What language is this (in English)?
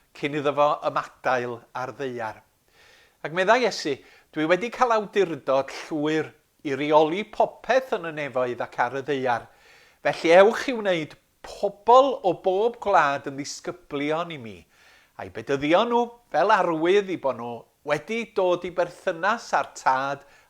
Welsh